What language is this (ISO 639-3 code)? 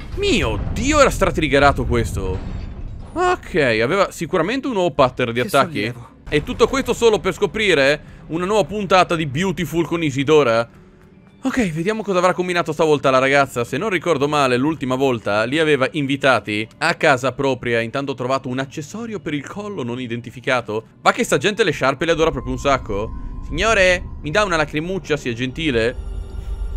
ita